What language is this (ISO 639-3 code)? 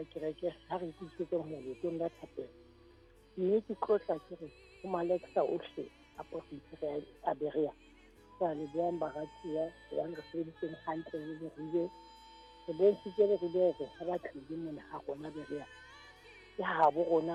sot